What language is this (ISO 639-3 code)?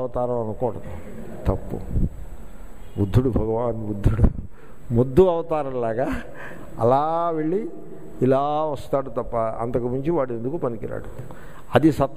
tel